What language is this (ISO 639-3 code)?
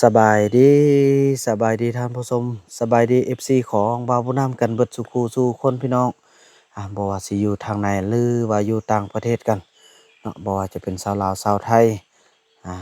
lao